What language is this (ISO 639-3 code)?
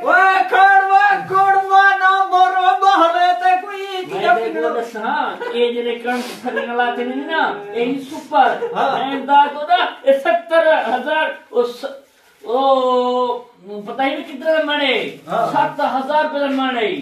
skr